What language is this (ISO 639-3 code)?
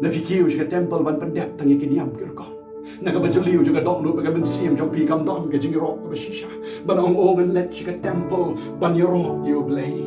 kha